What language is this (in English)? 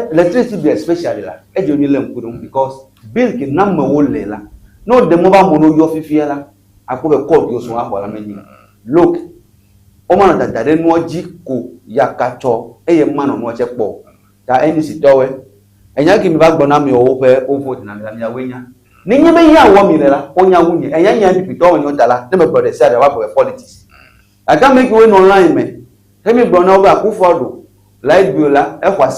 Ewe